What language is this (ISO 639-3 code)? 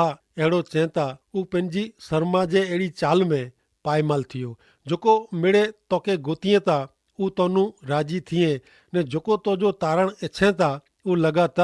kfr